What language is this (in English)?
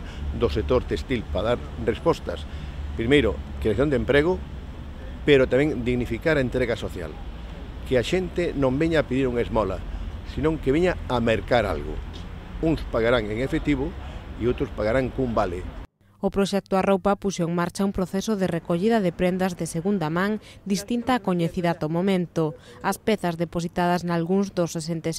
Galician